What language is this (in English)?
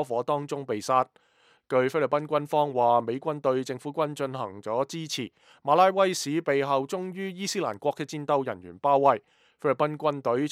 Cantonese